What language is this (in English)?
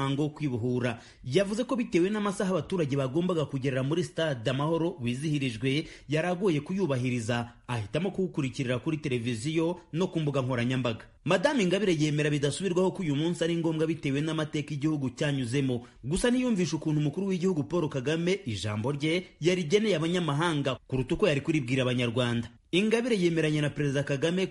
Kinyarwanda